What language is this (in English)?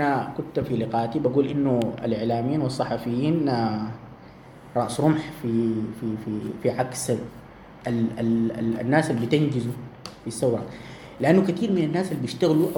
Sudanese Arabic